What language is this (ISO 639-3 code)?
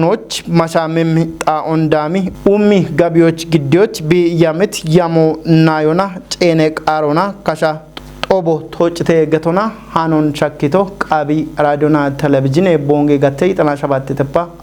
kbr